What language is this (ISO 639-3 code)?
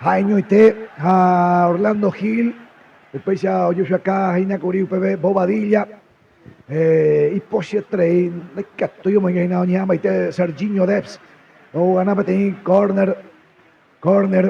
grn